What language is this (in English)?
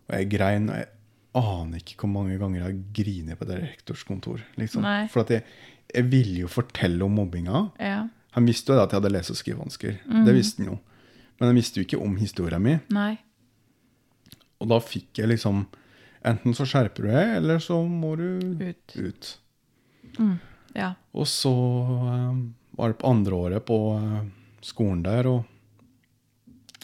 Norwegian